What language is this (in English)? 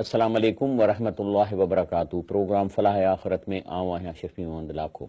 Sindhi